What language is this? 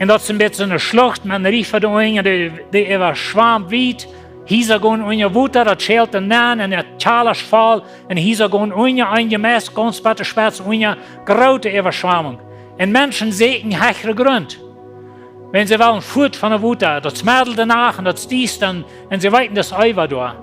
Plautdietsch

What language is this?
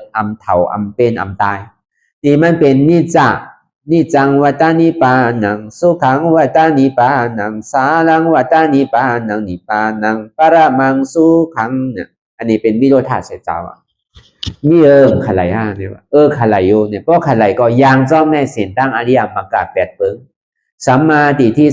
Shan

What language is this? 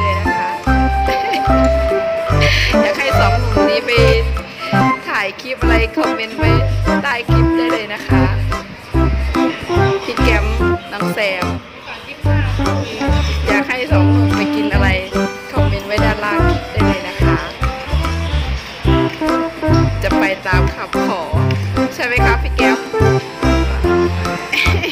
Thai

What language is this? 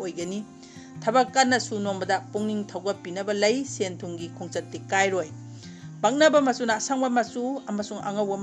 Manipuri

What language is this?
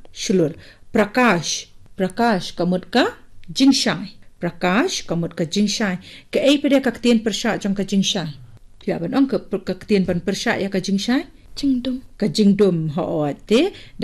Khasi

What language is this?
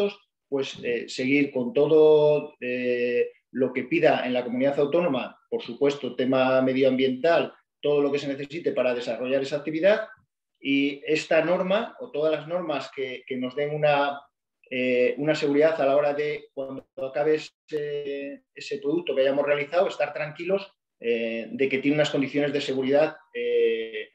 Spanish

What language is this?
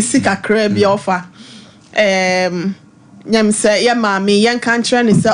Akan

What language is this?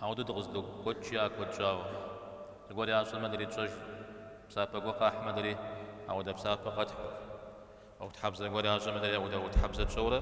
Kabardian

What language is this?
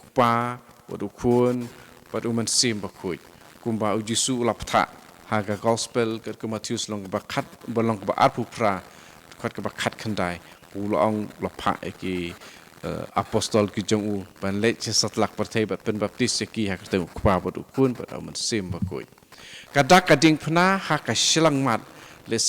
Khasi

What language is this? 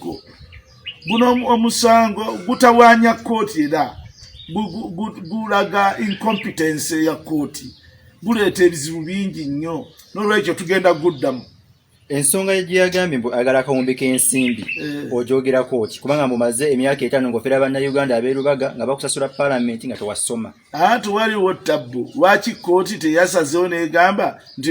Ganda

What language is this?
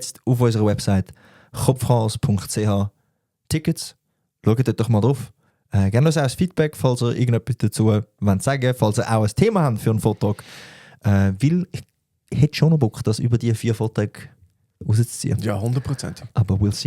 Swiss German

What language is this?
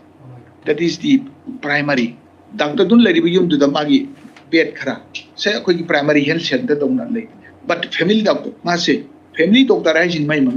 Manipuri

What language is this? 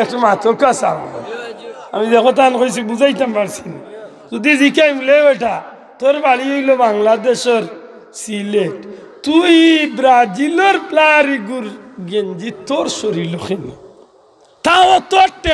Sylheti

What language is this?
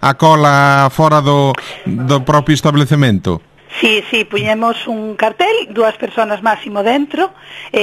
Galician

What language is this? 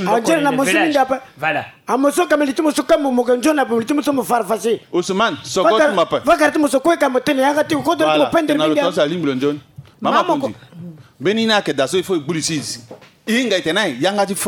Sango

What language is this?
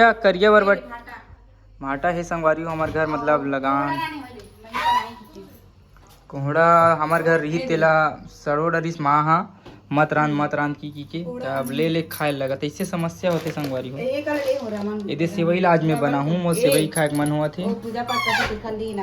Chhattisgarhi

